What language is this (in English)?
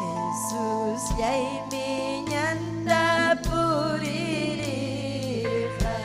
Ayacucho Quechua